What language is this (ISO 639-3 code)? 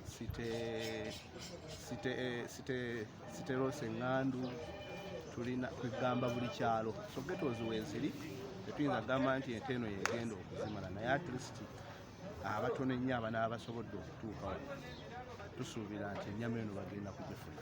lug